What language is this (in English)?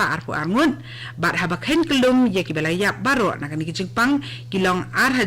Khasi